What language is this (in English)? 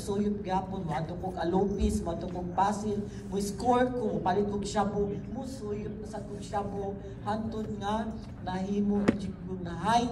Cebuano